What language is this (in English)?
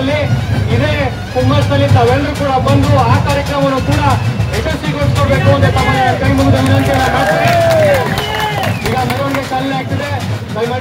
Kannada